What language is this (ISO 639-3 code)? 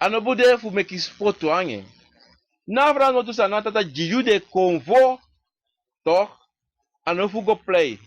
srn